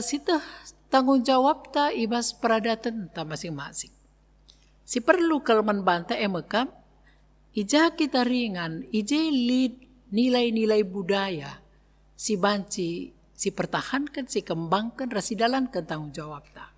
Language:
Batak Karo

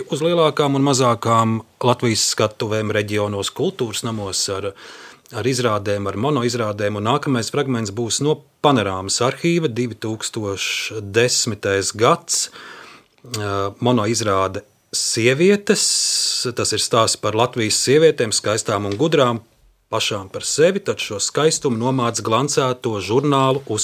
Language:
Latvian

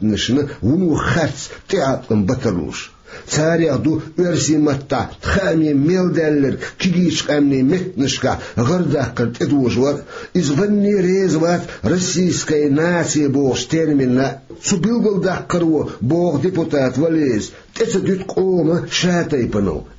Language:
Chechen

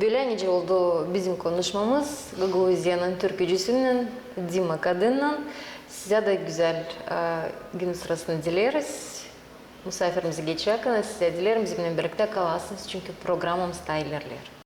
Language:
Gagauz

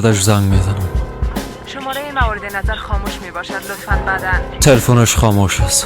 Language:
Persian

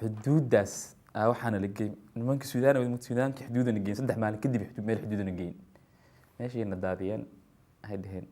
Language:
Somali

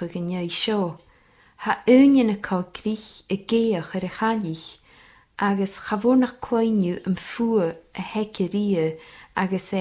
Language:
Scottish Gaelic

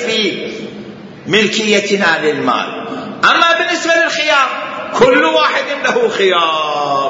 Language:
Mesopotamian Arabic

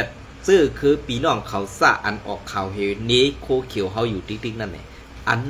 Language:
Shan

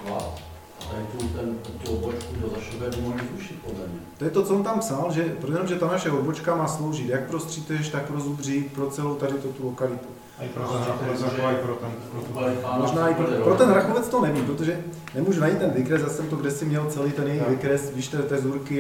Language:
Czech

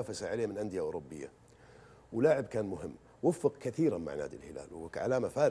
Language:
Arabic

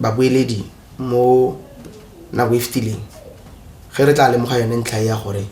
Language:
Tswana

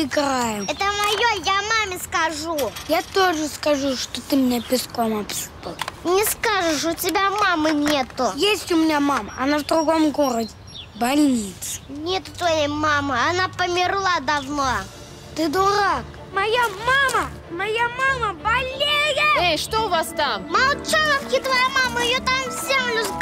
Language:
Russian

